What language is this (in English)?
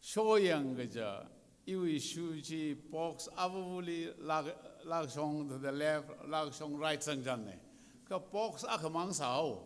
Tangkhul Naga (India)